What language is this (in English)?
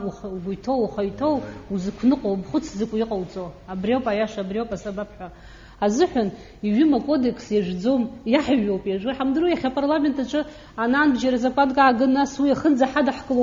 Abkhazian